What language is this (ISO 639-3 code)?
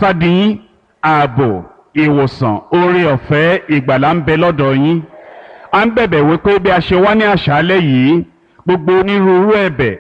yor